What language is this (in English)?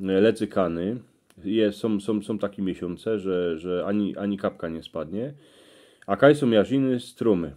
Silesian